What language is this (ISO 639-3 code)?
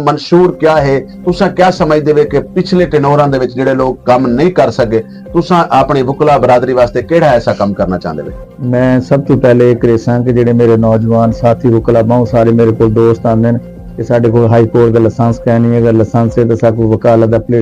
skr